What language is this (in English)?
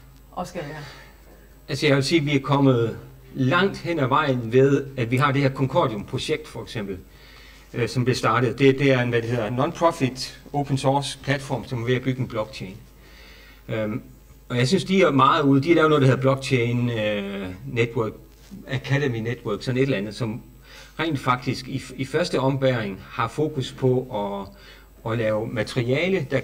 Danish